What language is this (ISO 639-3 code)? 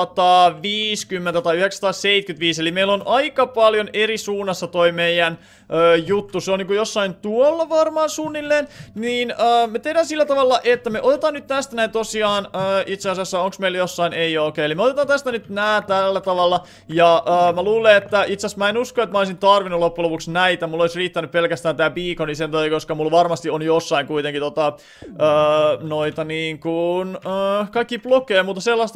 fin